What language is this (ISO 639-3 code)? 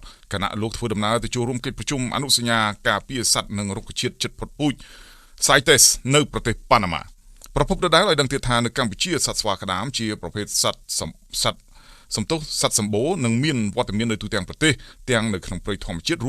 khm